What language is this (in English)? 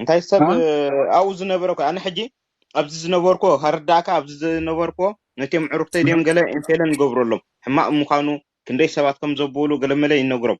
Tigrinya